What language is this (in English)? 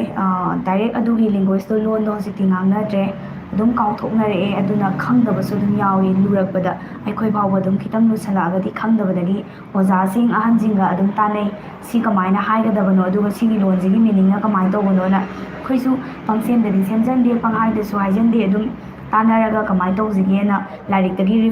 Manipuri